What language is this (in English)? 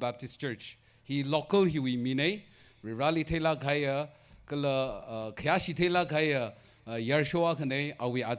Tangkhul Naga (India)